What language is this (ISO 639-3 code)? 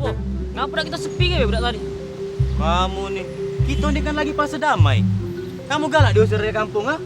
mui